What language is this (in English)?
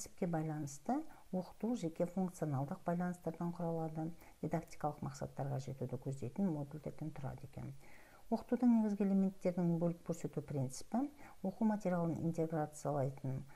Kazakh